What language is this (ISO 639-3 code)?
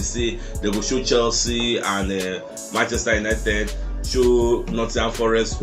pcm